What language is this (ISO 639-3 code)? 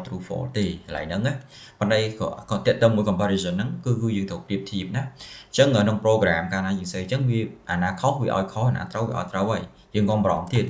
khm